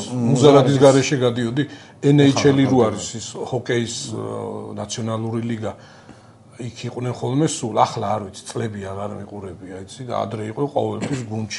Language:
Georgian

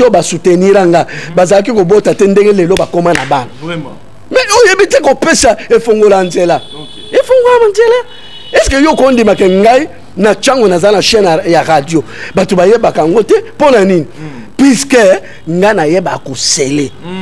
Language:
Lingala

